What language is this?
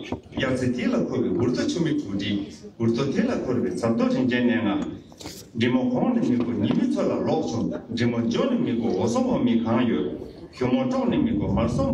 Tibetan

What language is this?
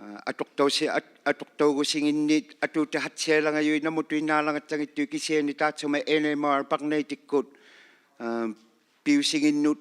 Inuktitut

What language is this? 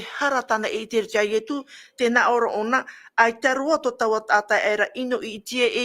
Tahitian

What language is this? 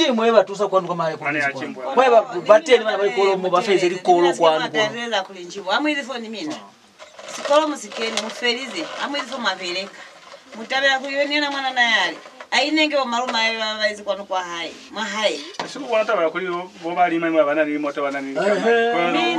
Lozi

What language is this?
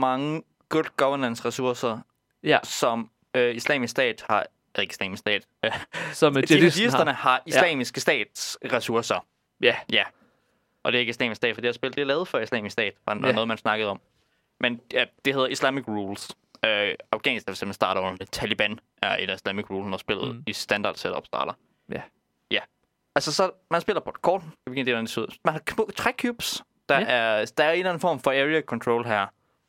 Danish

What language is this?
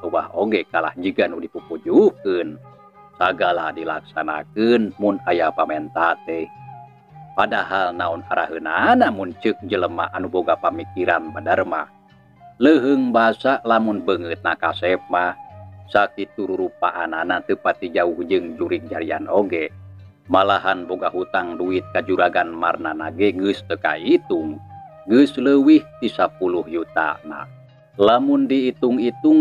Sundanese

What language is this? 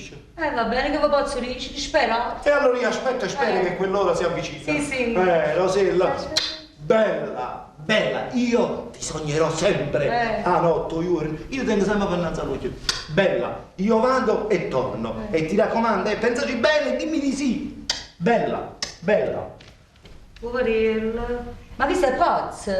Neapolitan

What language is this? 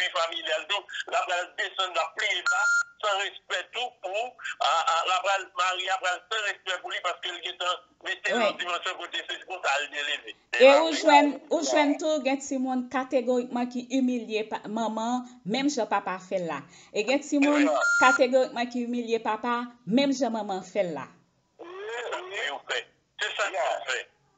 Haitian Creole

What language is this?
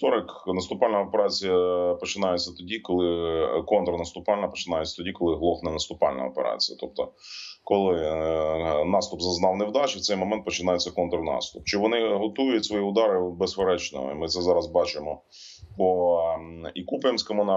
Ukrainian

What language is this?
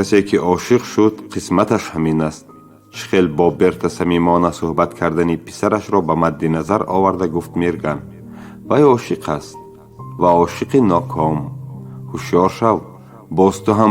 Tajik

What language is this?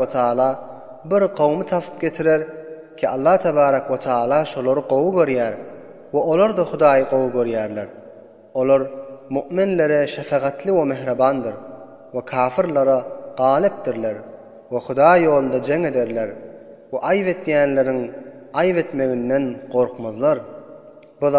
Turkmen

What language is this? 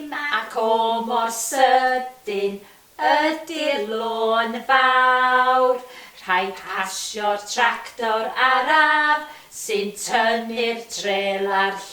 Welsh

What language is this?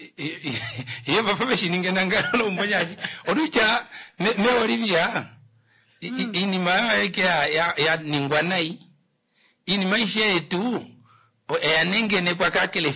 Kuanyama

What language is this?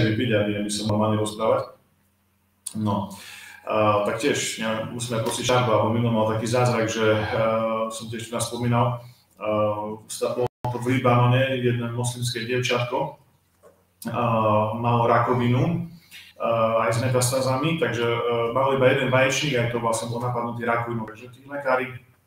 Slovak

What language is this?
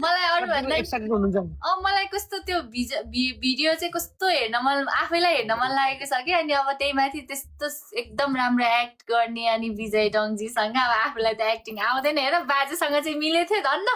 Nepali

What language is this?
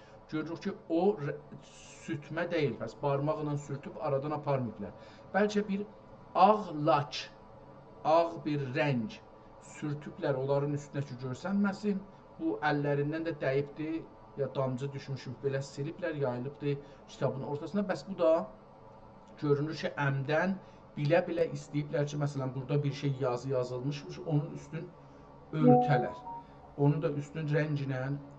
South Azerbaijani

